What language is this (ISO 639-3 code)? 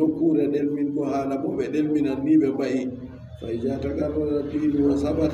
fub